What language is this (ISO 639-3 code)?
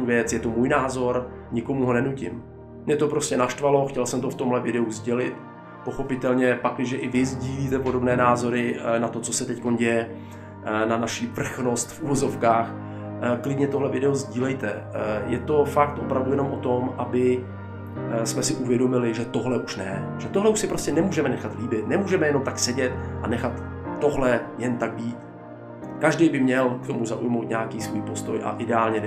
ces